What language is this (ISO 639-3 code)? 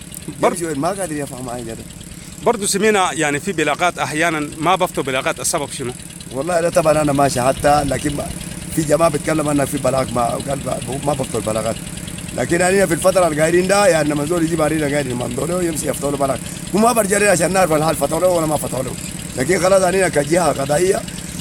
apd